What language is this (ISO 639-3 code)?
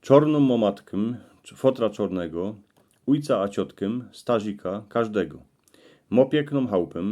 szl